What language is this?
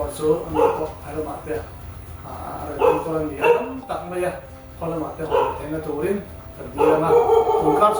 Mizo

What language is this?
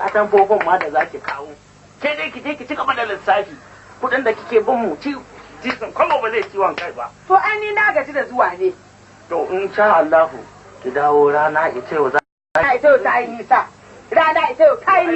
Hausa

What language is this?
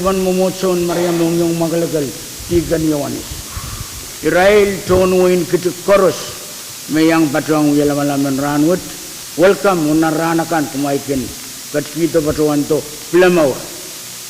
Pohnpeian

